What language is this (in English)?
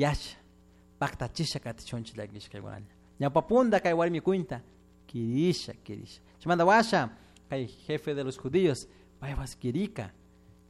Chimborazo Highland Quichua